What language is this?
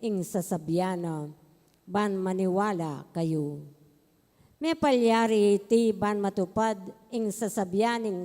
Pampanga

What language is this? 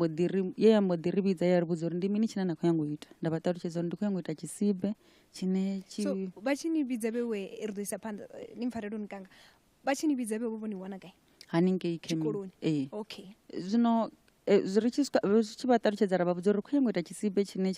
Venda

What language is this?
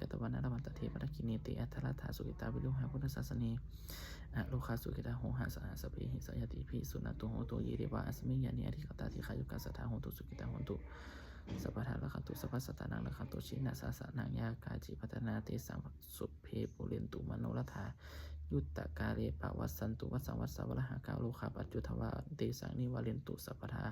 Pali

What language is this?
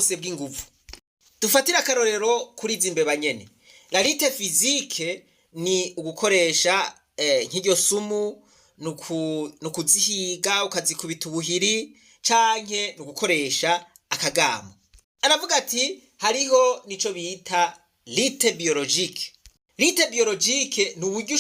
Rundi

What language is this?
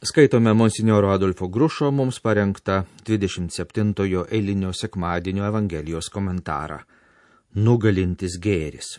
Lithuanian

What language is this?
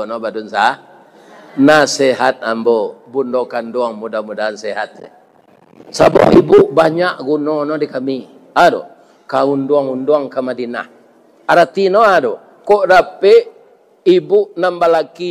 Minangkabau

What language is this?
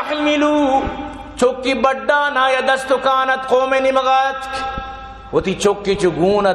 Eastern Balochi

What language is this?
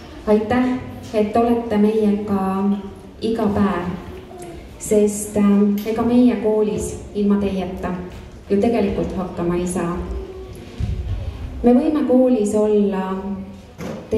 Estonian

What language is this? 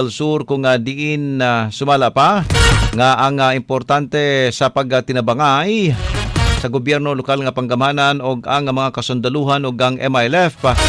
Cebuano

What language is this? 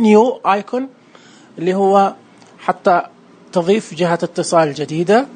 Najdi Arabic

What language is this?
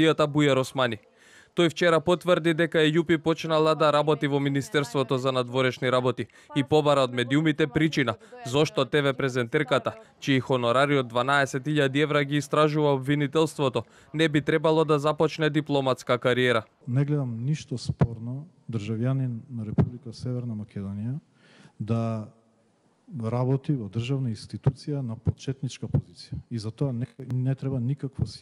Macedonian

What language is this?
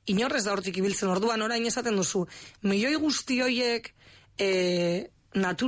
Basque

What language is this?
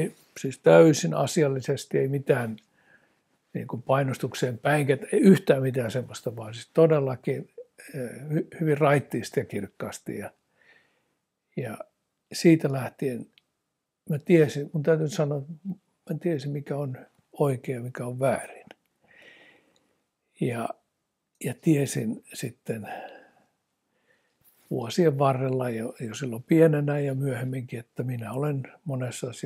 Finnish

